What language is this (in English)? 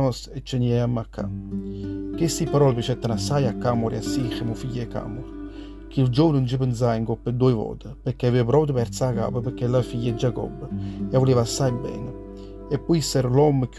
Neapolitan